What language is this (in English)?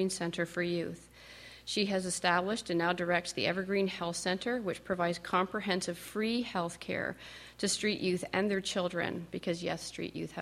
English